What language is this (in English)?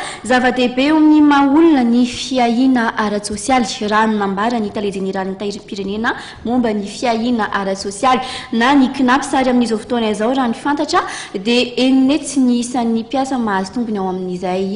Malagasy